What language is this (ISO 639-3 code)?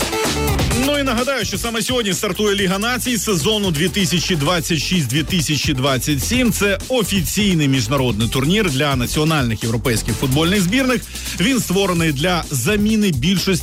ukr